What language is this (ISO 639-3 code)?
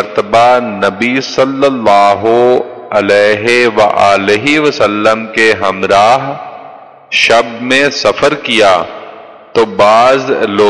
urd